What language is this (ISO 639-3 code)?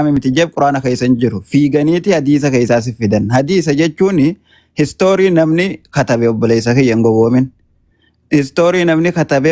orm